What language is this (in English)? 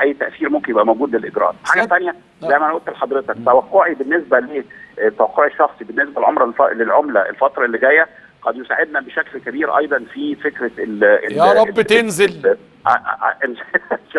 Egyptian Arabic